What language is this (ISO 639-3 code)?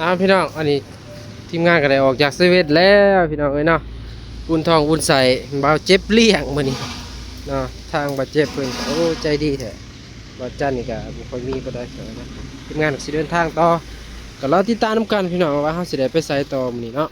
tts